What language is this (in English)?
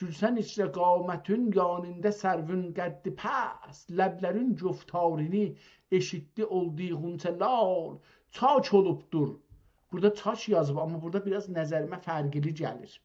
South Azerbaijani